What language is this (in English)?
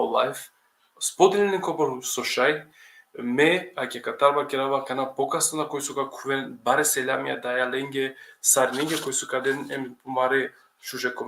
Balkan Romani